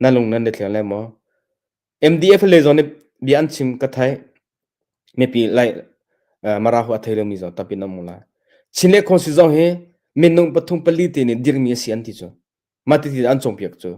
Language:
Hakha Chin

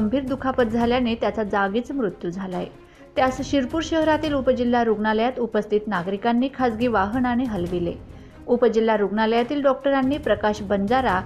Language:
Marathi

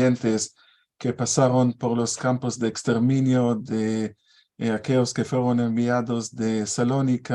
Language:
Ladino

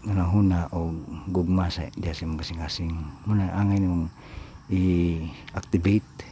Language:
Cebuano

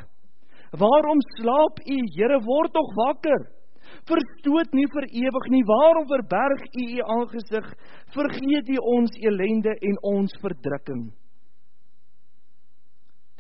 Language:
Afrikaans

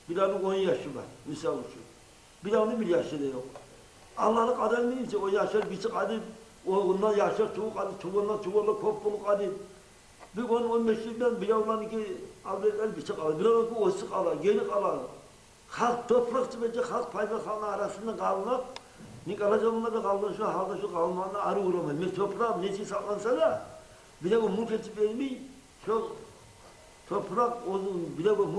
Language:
Kumyk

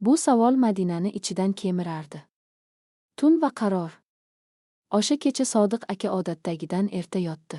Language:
Uzbek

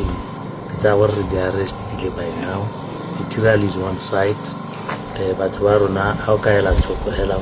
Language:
Tswana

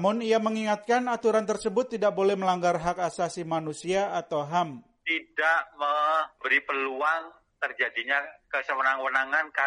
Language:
Indonesian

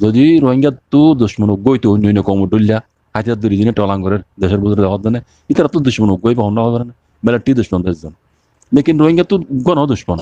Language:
Rohingya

